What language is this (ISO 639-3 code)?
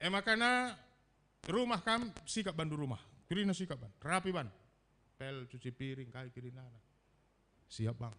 btx